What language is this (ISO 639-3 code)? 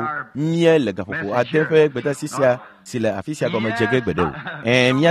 ewe